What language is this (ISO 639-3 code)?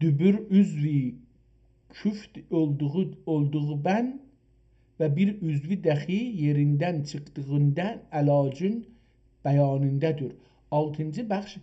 azb